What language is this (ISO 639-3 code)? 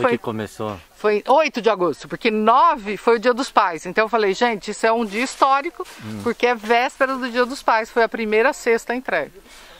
por